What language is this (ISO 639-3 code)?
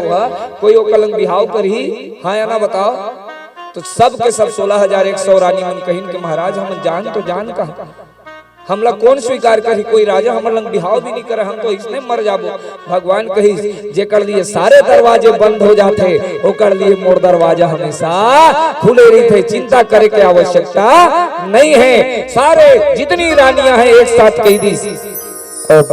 hne